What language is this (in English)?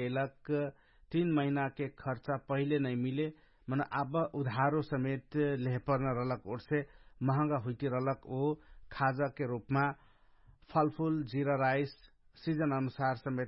Dangaura Tharu